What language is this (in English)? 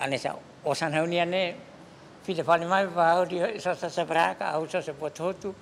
Tetum